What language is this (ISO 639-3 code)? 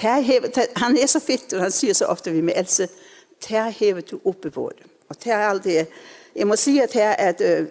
fao